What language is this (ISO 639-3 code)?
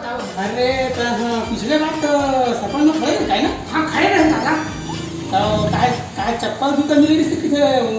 hne